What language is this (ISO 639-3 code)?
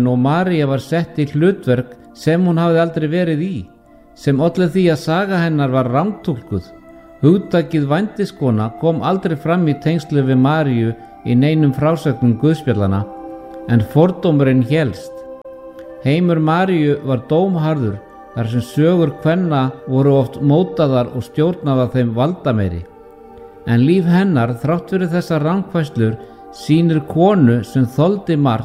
isl